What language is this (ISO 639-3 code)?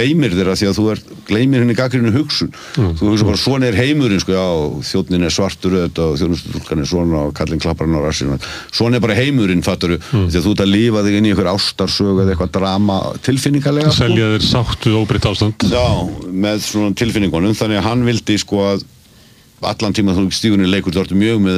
isl